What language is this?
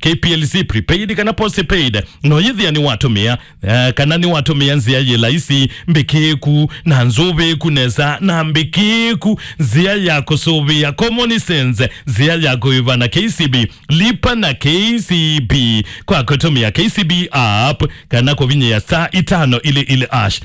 Kamba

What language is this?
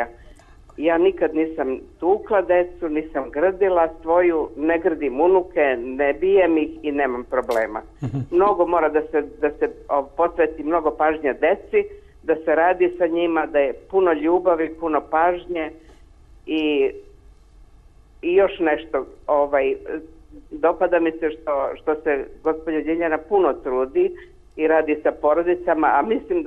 Serbian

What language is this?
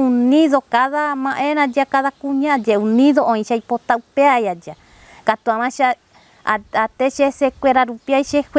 Guarani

